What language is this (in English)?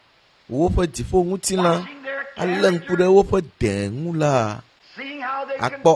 Ewe